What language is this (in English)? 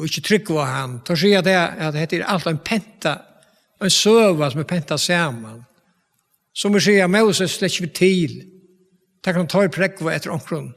Faroese